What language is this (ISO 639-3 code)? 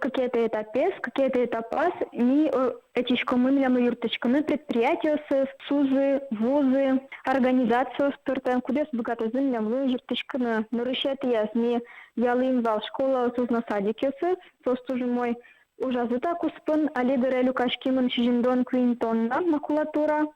udm